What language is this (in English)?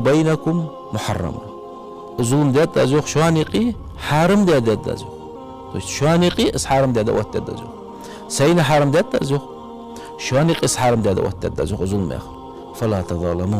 Ingush